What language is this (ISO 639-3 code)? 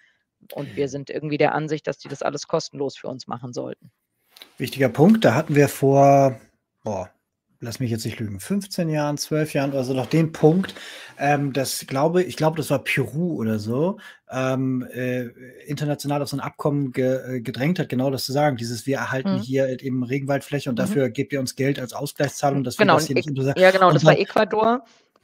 deu